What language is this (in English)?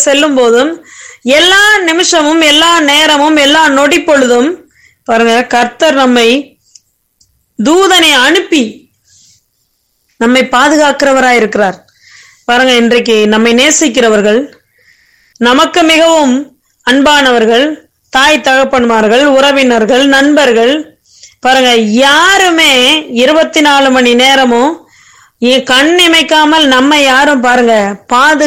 Tamil